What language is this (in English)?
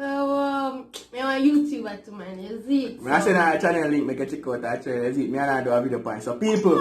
Jamaican Creole English